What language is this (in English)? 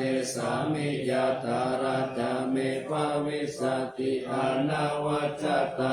Pali